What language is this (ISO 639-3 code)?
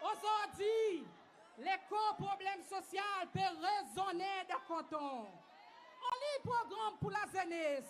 crs